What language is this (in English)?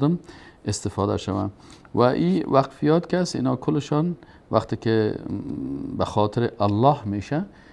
Persian